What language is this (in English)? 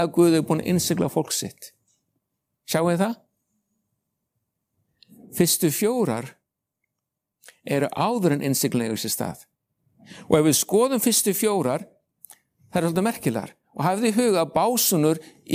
Icelandic